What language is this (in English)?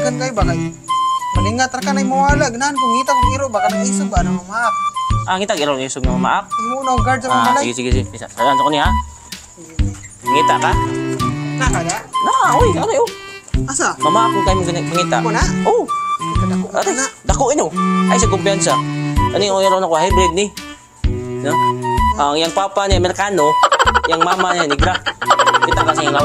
Cebuano